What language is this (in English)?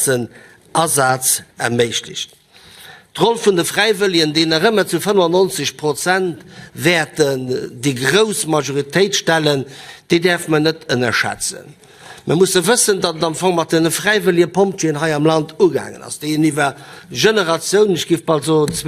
Luxembourgish